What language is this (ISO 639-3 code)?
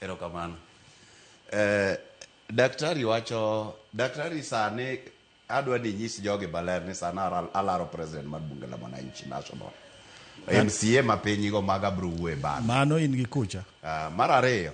luo